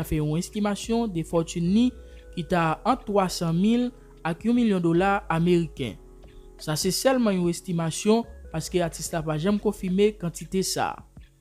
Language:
Haitian Creole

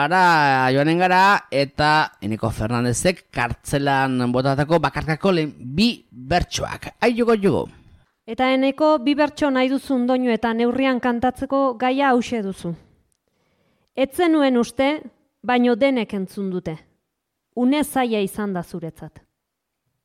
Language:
Basque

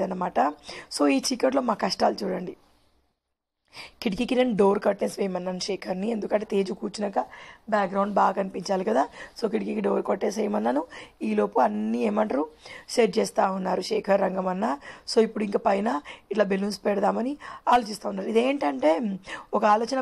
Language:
Telugu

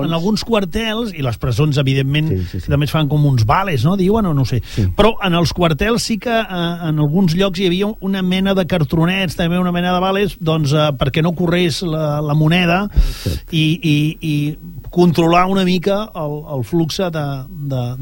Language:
Catalan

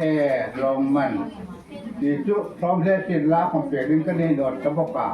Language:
Hmar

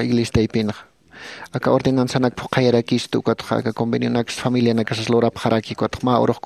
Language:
Aymara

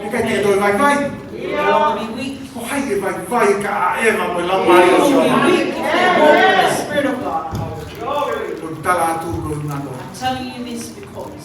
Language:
Tongan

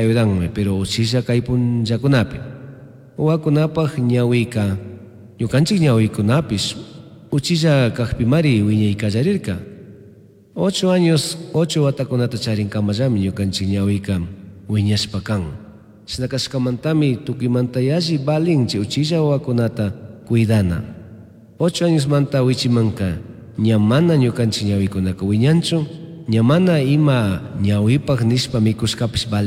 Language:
Chimborazo Highland Quichua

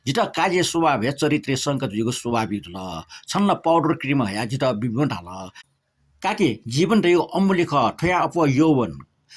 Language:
Newari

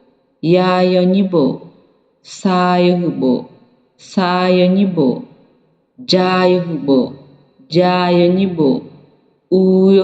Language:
Akha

